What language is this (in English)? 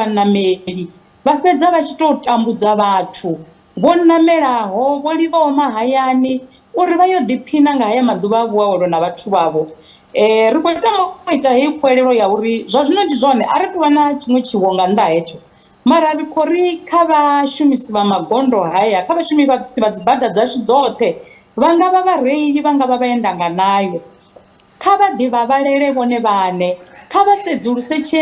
Venda